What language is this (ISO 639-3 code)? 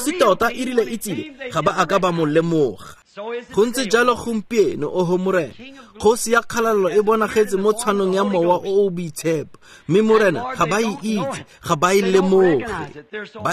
tsn